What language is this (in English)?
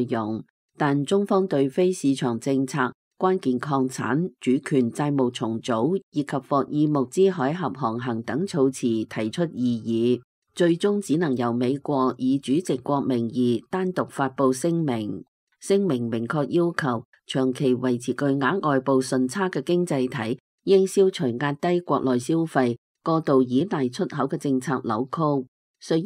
Cantonese